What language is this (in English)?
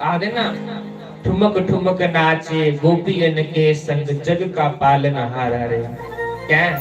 Dogri